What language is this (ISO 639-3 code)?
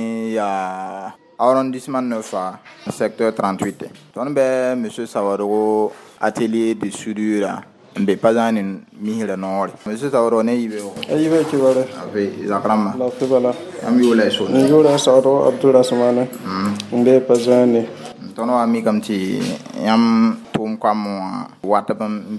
mos